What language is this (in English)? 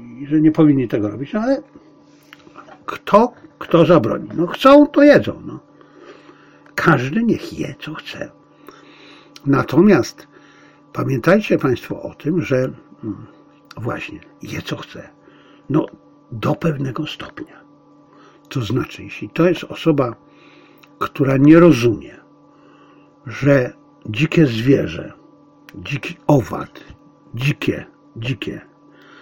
Polish